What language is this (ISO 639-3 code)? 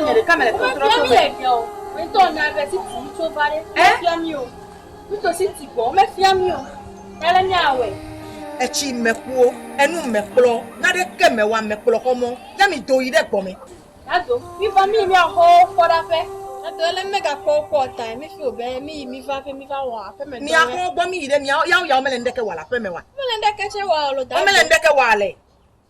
ewe